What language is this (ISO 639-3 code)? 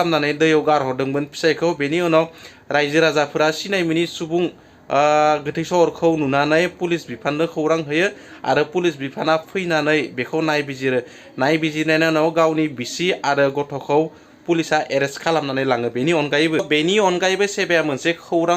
brx